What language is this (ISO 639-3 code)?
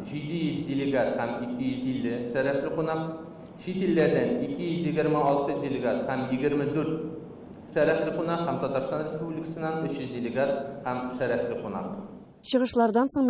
tat